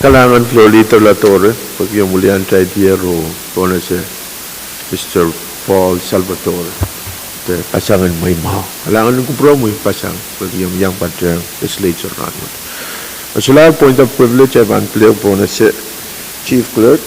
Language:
Pohnpeian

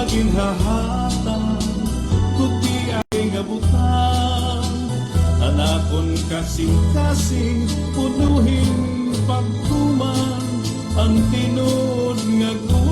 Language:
Waray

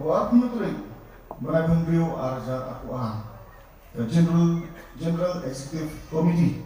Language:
Khasi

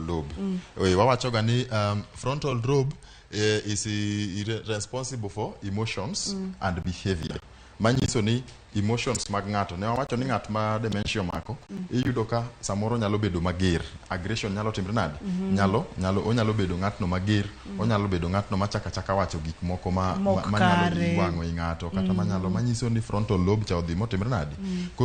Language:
Luo (Kenya and Tanzania)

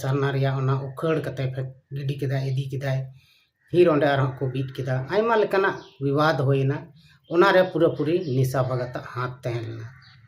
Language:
Santali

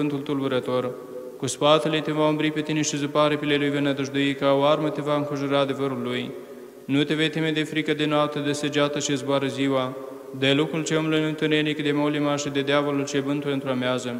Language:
Romanian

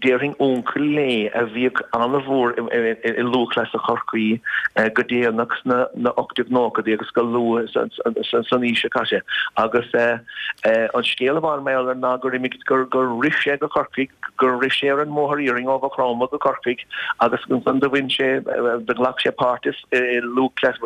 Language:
Irish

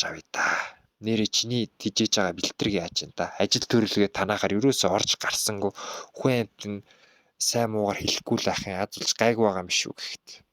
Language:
Mongolian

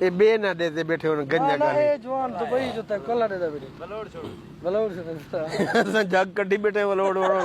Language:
Saraiki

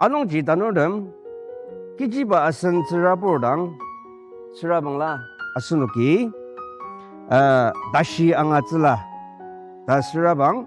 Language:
Ao Naga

